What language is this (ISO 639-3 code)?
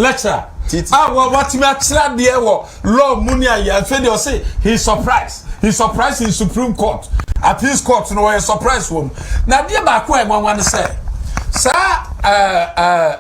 aka